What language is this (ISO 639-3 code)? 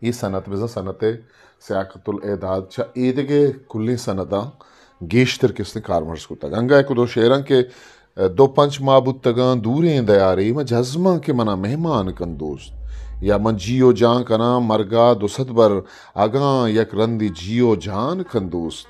bgp